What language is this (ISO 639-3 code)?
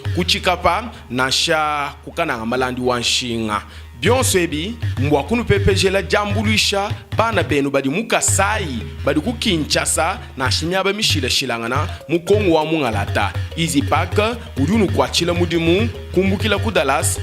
lua